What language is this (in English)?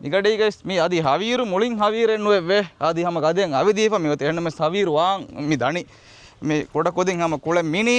Divehi